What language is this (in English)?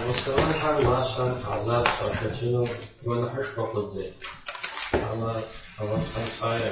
Kabardian